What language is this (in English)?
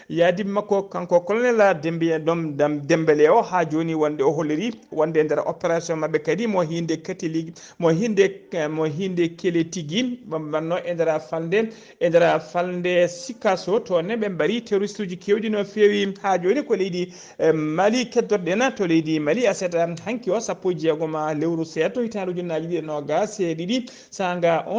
Fula